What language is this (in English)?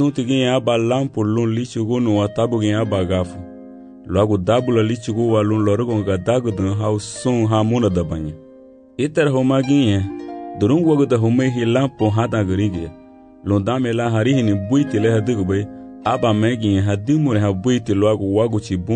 Garifuna